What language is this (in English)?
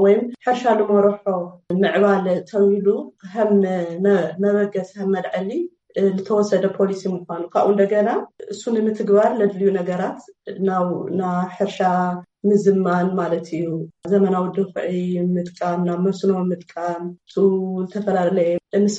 Tigrinya